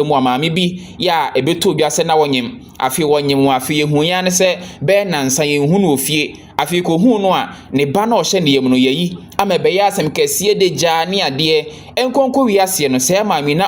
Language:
Akan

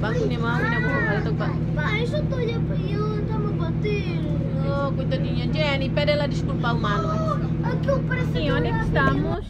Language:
Tetum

